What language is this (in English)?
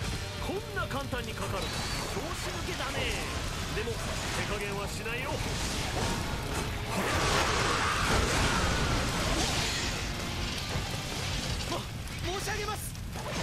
Japanese